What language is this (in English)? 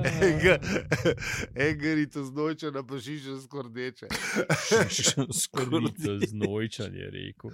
Slovenian